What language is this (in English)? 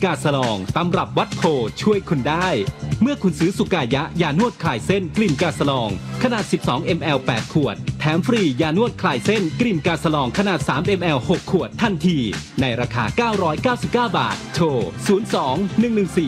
Thai